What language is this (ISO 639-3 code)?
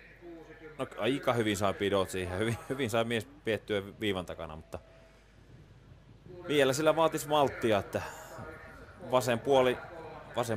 fin